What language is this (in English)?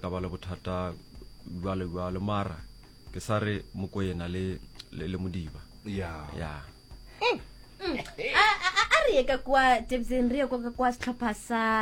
Northern Sotho